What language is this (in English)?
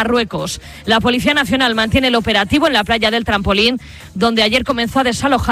Spanish